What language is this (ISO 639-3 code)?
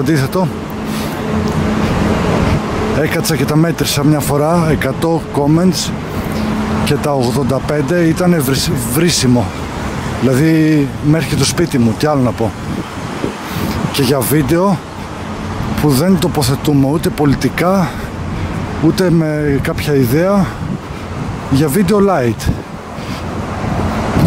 ell